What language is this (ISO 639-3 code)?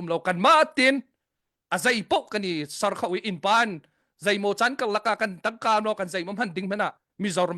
cnh